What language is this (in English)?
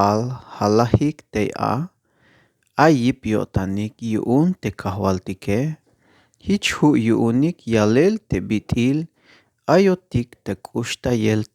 Tzeltal